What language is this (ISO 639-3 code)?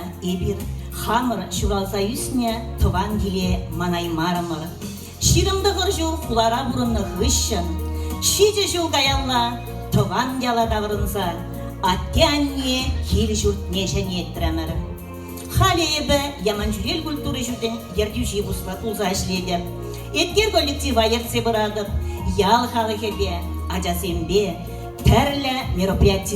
chv